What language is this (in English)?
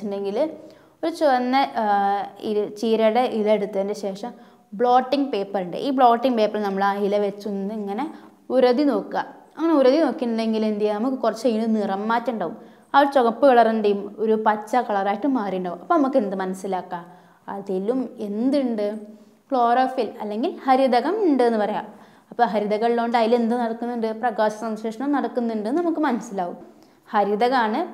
Malayalam